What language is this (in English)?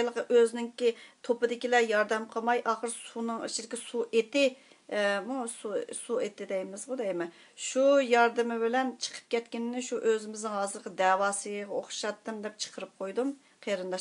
Uyghur